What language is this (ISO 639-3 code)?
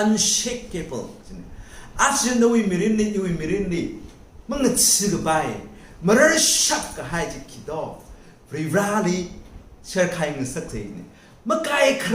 nmf